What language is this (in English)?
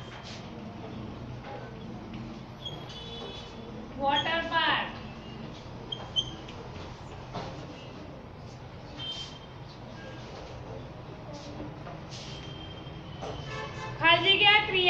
Gujarati